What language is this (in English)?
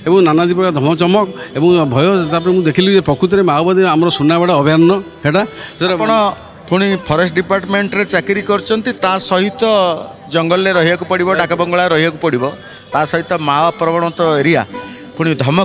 Odia